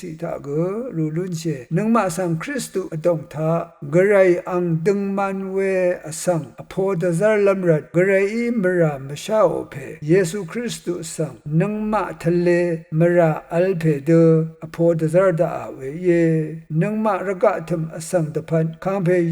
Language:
Rawang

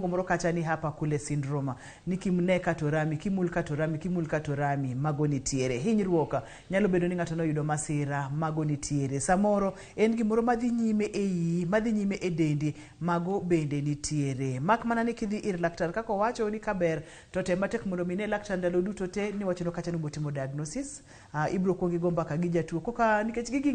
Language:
Luo (Kenya and Tanzania)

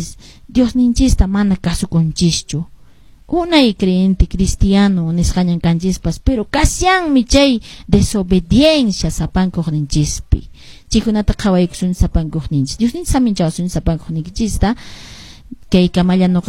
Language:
Quechua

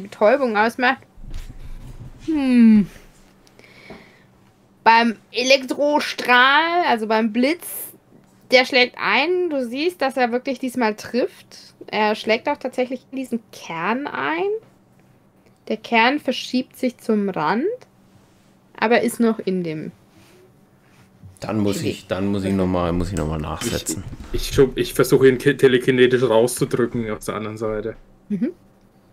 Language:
German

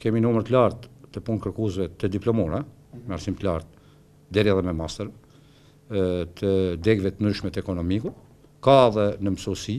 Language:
Albanian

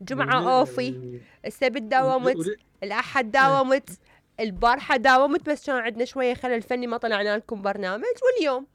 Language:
Mesopotamian Arabic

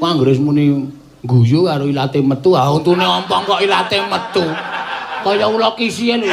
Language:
Javanese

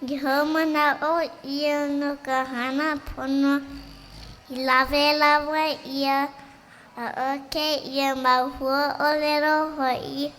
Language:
Hawaiian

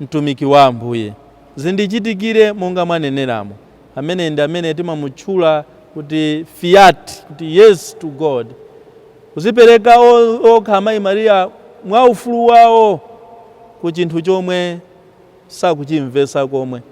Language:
Nyanja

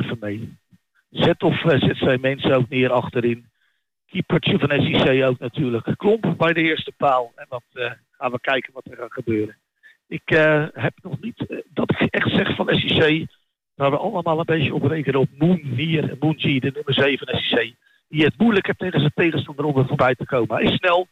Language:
Dutch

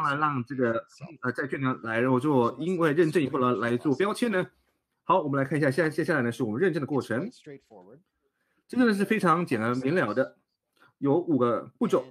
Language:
Chinese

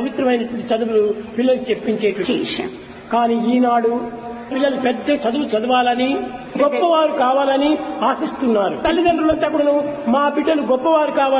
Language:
Telugu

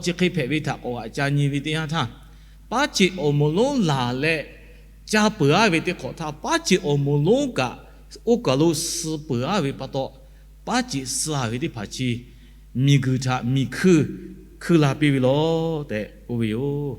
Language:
Lahu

